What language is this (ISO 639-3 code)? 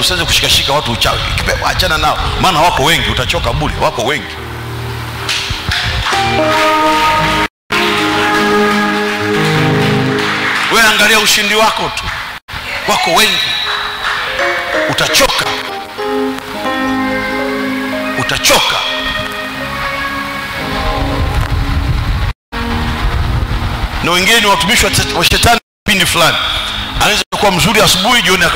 swa